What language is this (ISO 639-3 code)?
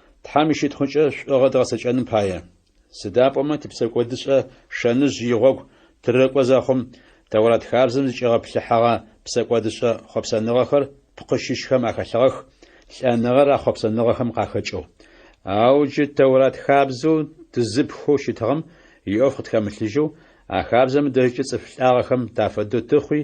ady